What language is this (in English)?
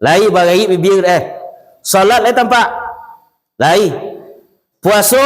Minangkabau